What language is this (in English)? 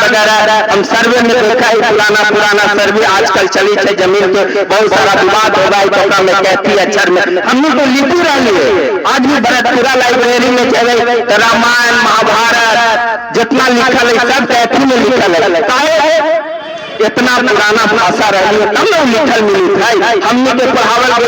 Magahi